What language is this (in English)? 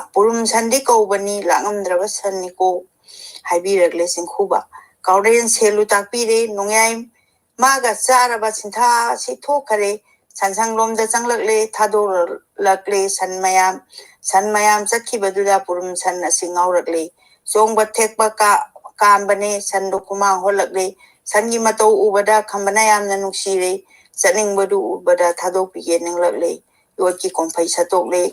Manipuri